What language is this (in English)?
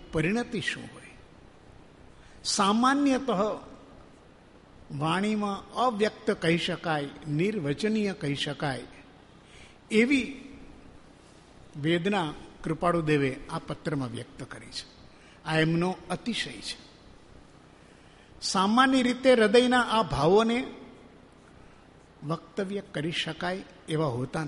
Gujarati